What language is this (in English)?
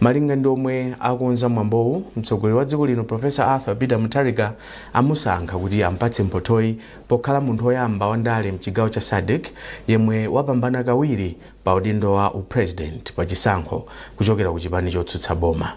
Nyanja